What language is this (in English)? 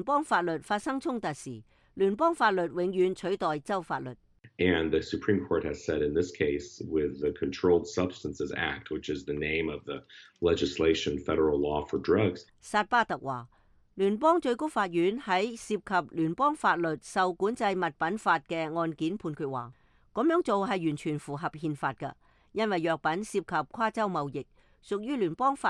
Cantonese